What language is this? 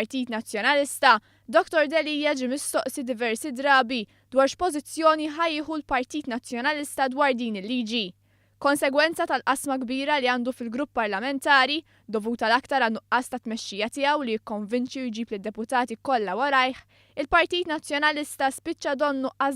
Maltese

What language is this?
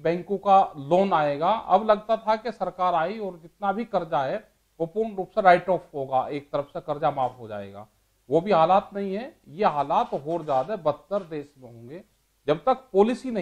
Hindi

